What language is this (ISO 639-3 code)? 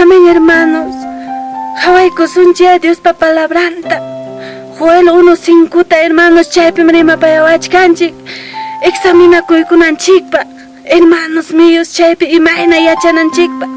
quy